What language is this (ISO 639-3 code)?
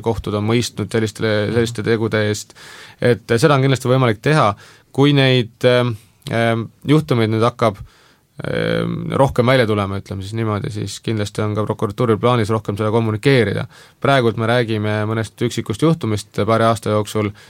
est